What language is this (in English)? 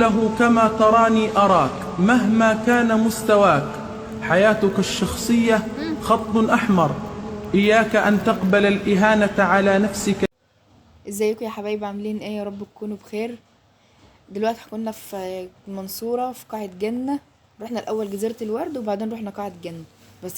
Egyptian Arabic